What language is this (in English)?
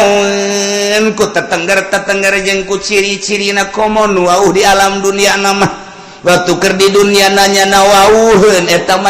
Sundanese